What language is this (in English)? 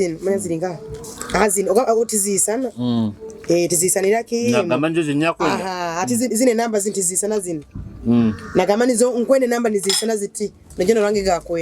Nyoro